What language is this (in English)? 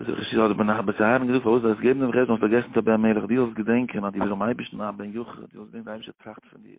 Yiddish